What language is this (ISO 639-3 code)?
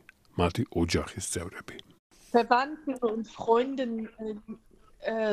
kat